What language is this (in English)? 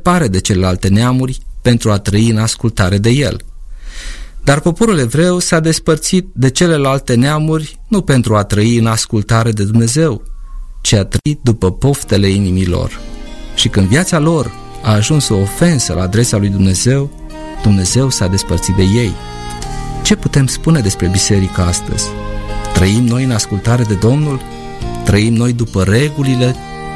Romanian